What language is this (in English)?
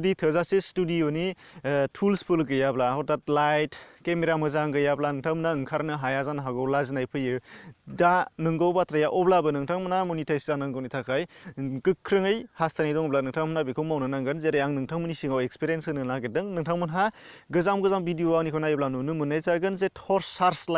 Bodo